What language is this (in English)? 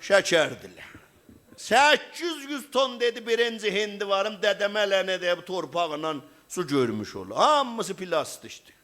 South Azerbaijani